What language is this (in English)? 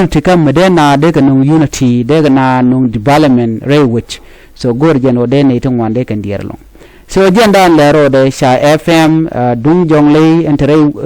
Nuer